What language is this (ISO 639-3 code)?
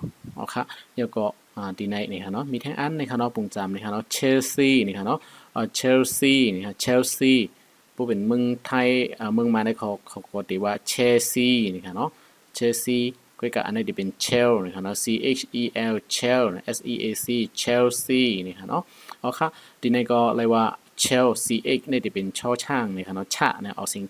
shn